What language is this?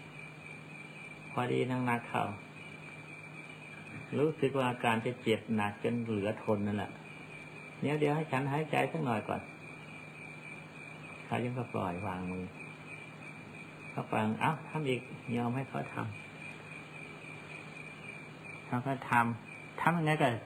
Thai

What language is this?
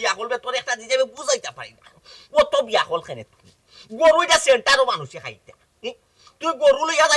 Sylheti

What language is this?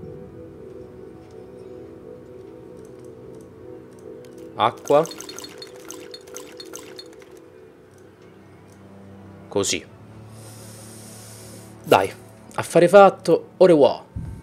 Italian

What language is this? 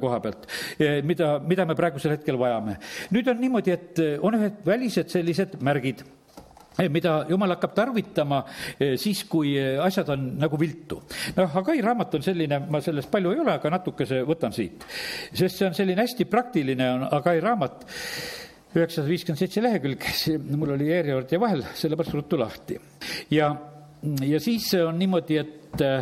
Estonian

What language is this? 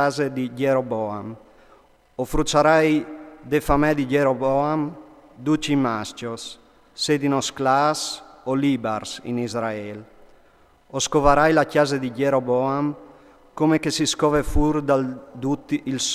Friulian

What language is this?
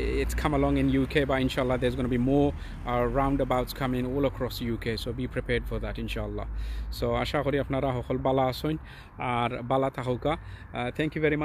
Sylheti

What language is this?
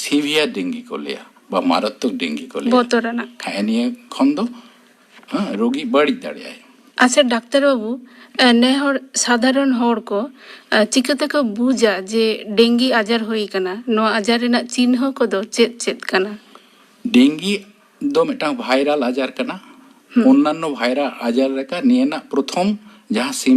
Santali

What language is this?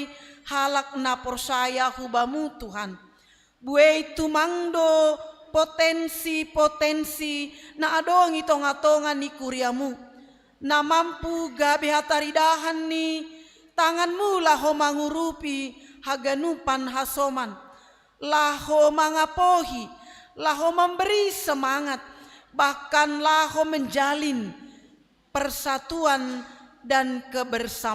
Batak Simalungun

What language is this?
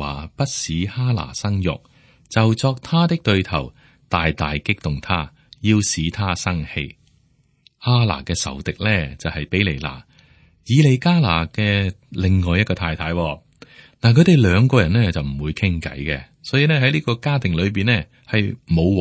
Cantonese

